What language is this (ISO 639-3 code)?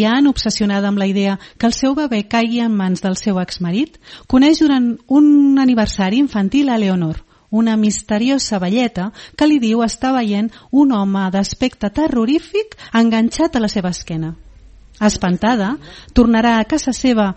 cat